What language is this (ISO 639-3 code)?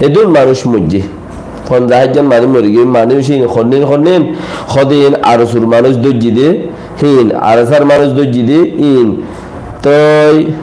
rhg